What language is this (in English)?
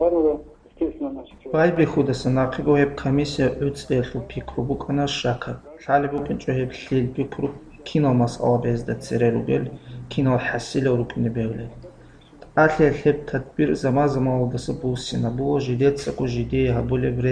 Avaric